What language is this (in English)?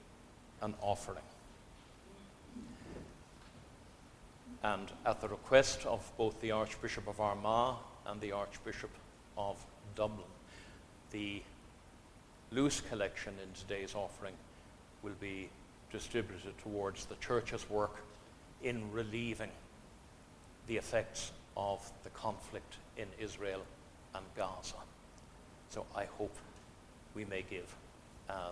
English